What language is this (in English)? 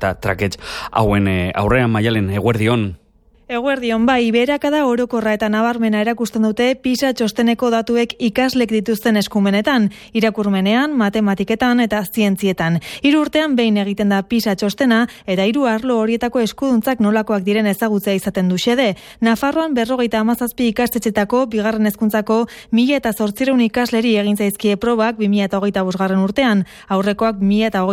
Basque